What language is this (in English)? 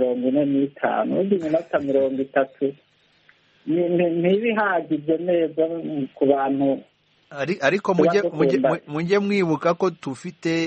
Kinyarwanda